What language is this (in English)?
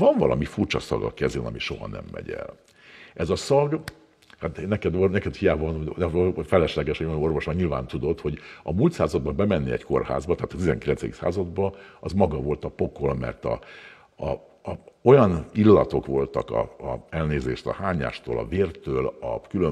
Hungarian